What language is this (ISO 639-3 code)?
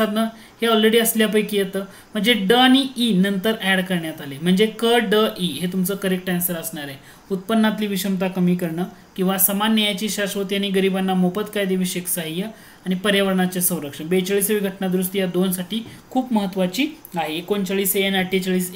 mar